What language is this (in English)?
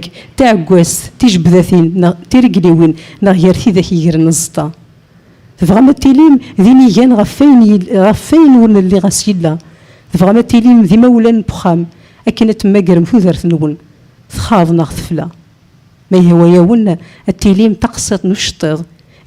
Kabyle